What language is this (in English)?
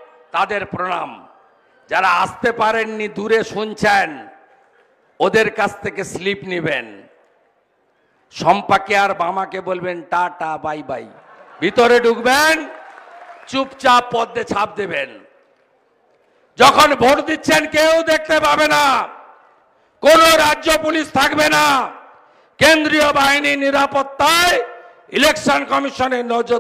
Bangla